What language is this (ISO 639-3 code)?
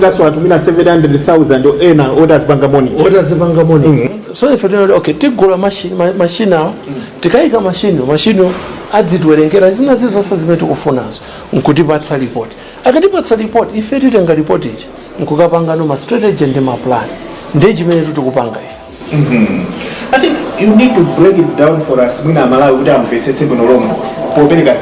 nya